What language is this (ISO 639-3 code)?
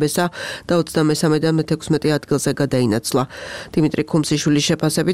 kat